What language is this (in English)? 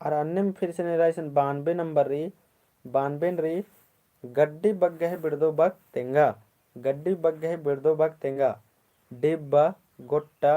Kurukh